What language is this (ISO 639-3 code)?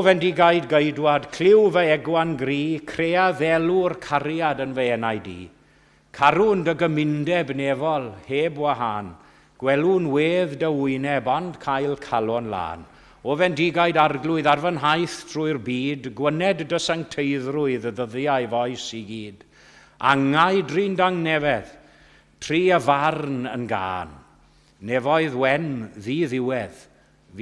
cym